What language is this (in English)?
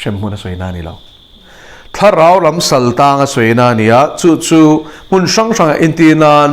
Mizo